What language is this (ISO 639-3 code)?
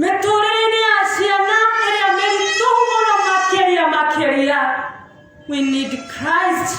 kik